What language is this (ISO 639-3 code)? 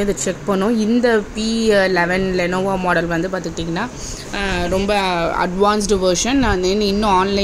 tam